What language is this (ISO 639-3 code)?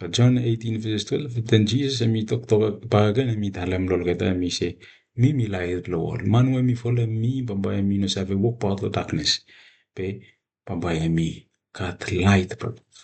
bis